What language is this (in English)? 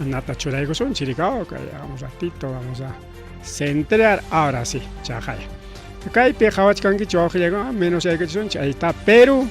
Ayacucho Quechua